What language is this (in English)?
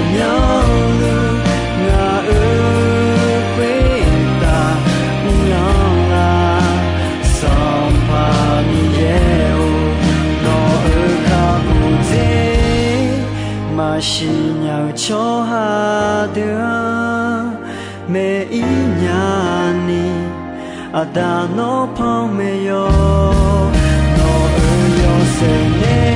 Akha